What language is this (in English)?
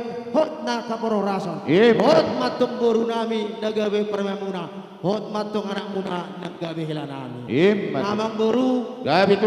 Batak Karo